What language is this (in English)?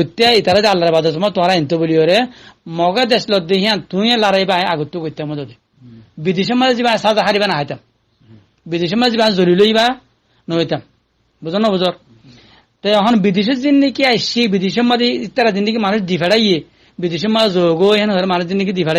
Rohingya